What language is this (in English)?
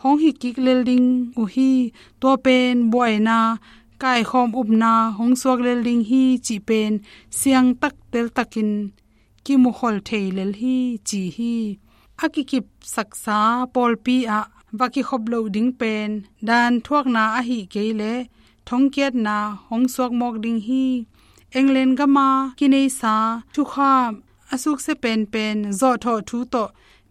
Tedim Chin